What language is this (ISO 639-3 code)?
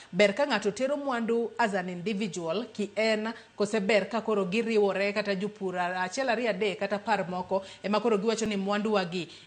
luo